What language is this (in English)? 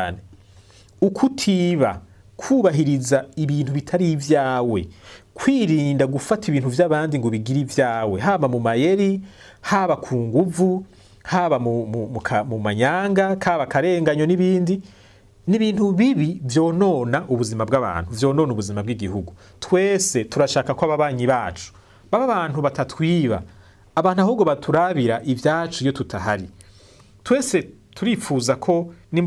Rundi